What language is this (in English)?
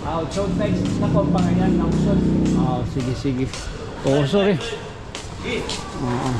Waray